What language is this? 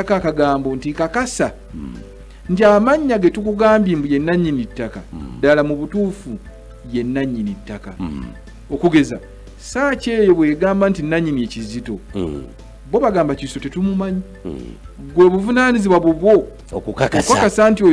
Ganda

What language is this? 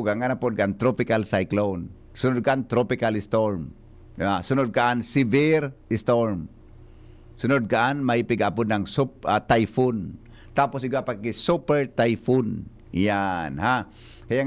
Bikol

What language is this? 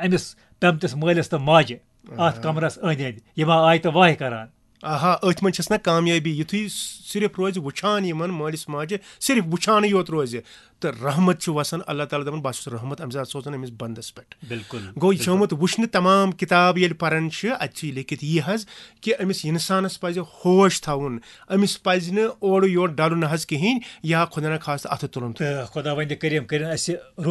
Kashmiri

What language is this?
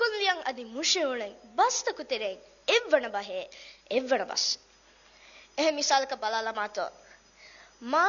Divehi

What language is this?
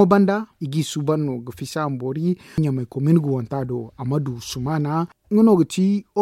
Zarma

